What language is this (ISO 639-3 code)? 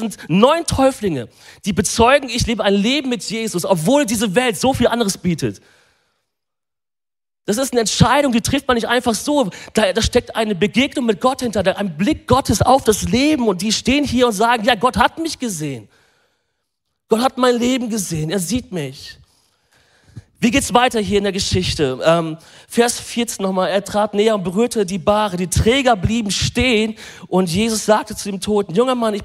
deu